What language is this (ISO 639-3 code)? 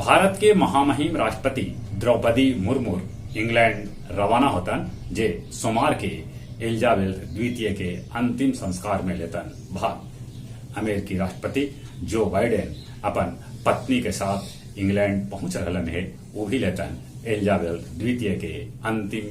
mag